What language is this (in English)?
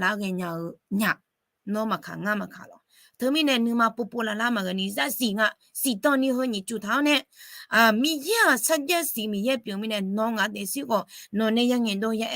Akha